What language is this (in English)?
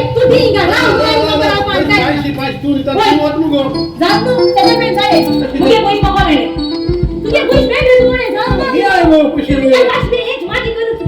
Konkani